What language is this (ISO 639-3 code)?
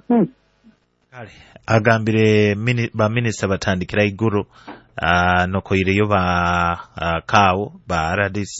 nyo